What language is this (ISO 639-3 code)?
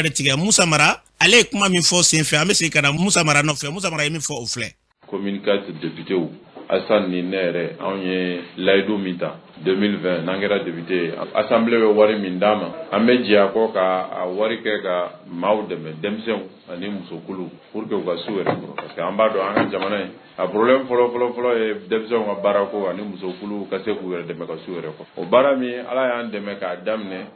bam